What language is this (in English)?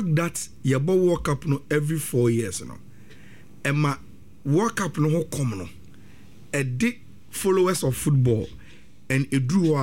Akan